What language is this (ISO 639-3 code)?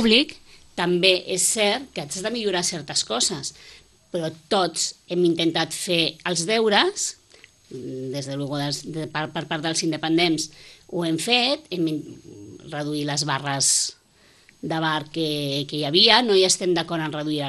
cat